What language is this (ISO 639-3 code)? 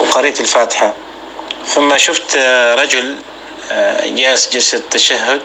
apc